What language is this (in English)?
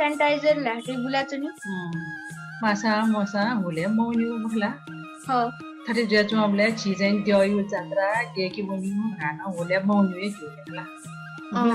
Newari